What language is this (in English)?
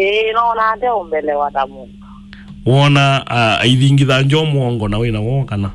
Kamba